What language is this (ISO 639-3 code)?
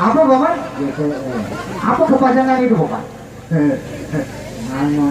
sas